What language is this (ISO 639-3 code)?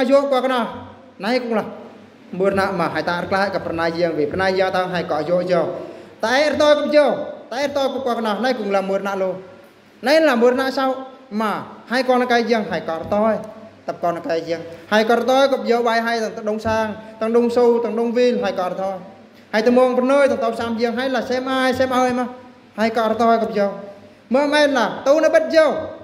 bru